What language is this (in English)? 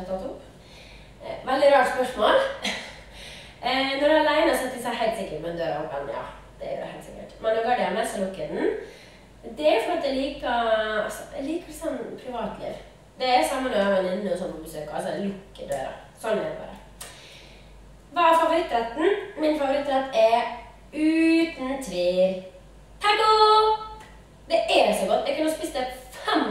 Norwegian